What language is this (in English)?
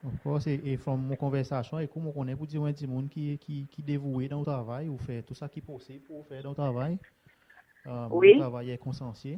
Seselwa Creole French